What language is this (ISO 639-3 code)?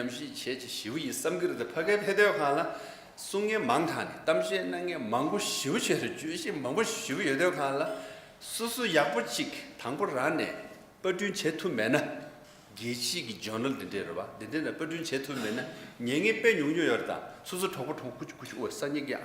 bod